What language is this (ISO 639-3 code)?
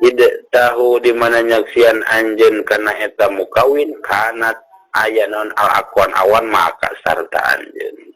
sun